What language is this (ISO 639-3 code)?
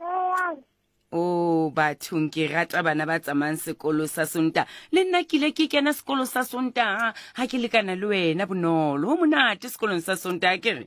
sot